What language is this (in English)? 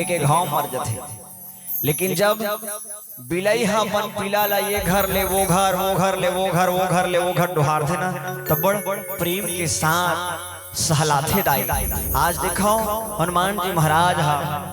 Chhattisgarhi